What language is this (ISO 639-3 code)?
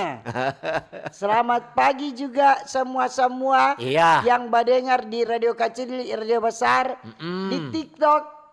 xmm